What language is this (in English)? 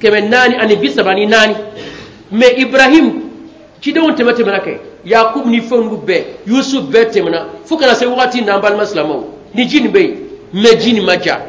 Bambara